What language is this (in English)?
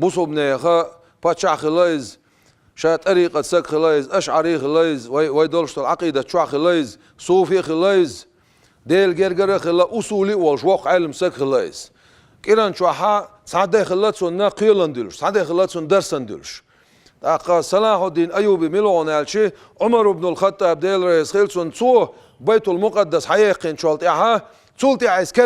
Chechen